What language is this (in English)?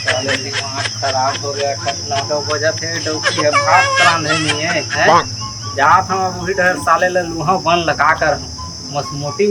Chhattisgarhi